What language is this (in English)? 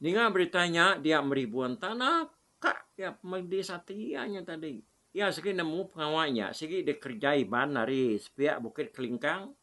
Iban